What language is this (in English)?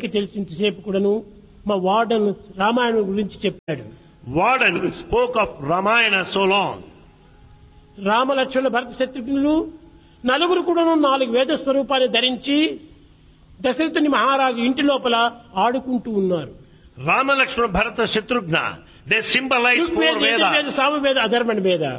Telugu